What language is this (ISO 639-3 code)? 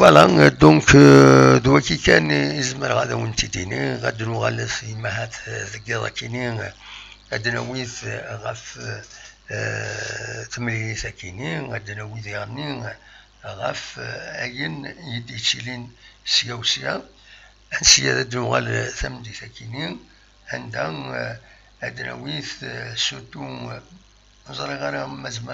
kab